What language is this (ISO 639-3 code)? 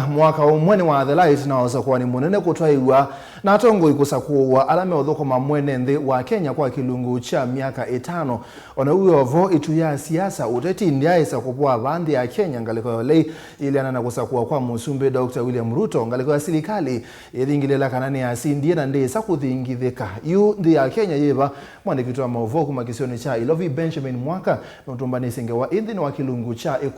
kam